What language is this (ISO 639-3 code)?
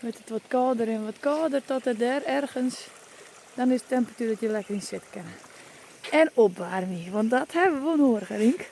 fry